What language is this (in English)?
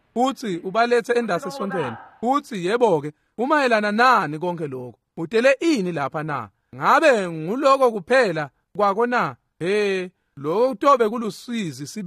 Swati